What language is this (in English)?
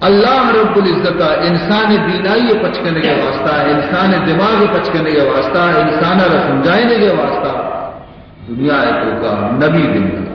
Baluchi